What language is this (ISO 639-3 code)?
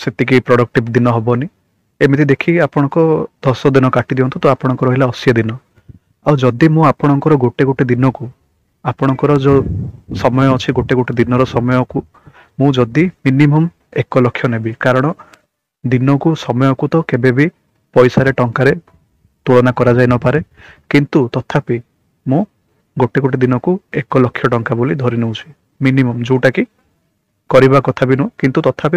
ori